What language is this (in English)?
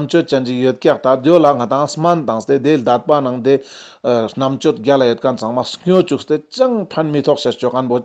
Ladakhi